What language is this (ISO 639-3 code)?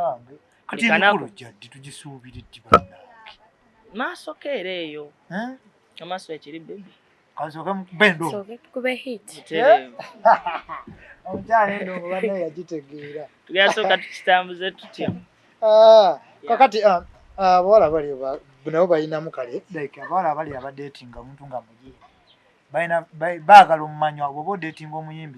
lug